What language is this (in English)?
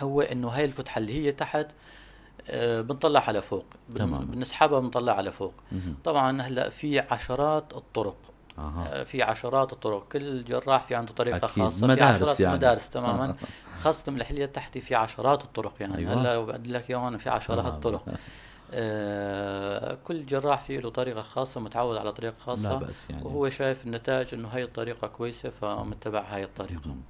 North Levantine Arabic